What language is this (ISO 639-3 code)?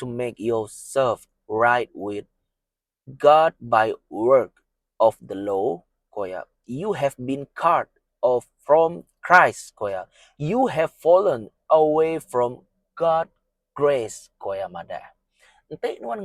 iba